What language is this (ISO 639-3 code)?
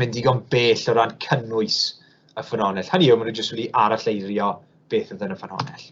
cym